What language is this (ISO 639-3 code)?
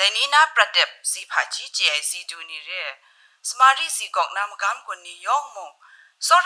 kac